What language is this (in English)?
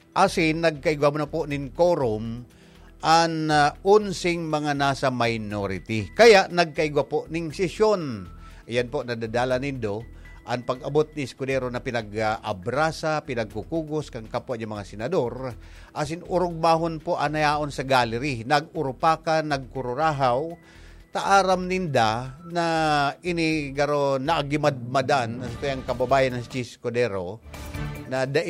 Bikol